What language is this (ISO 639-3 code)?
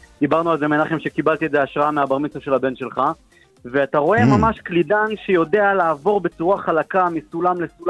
heb